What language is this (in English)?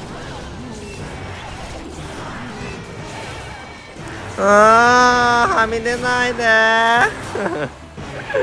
Japanese